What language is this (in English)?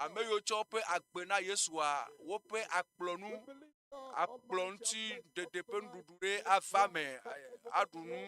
Ewe